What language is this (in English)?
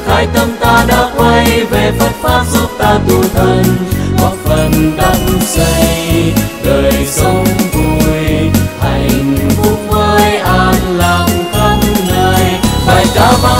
Vietnamese